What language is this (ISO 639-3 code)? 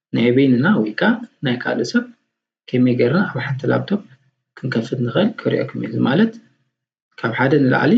tir